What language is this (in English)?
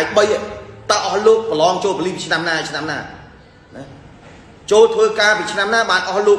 Khmer